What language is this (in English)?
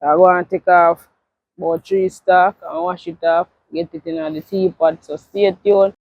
Jamaican Creole English